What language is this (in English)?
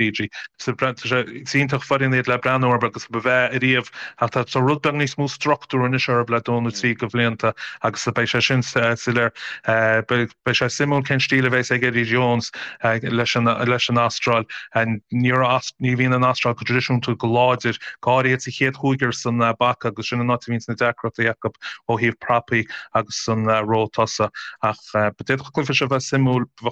Irish